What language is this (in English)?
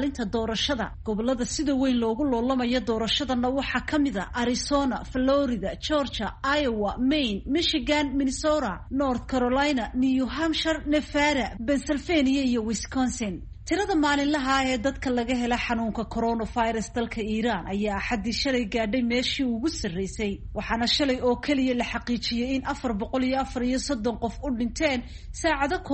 Somali